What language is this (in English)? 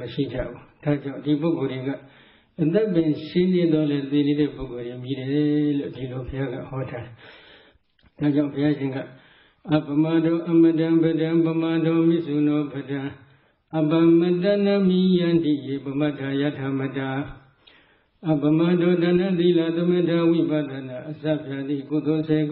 Burmese